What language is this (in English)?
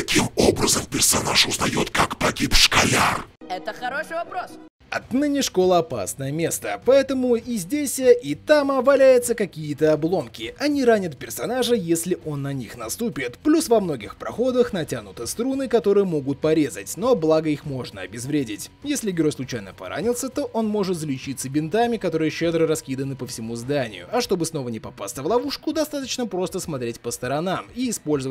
Russian